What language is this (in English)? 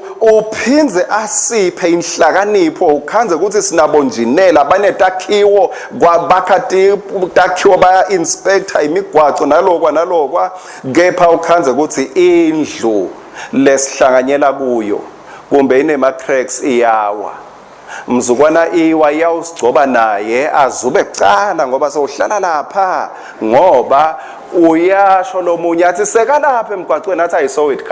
Swati